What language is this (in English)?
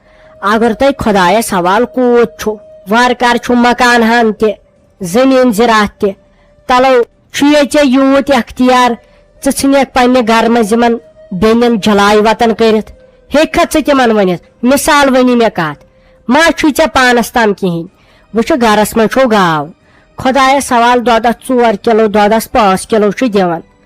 Kashmiri